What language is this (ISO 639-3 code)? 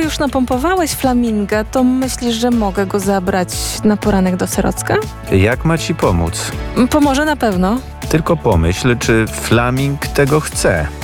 pol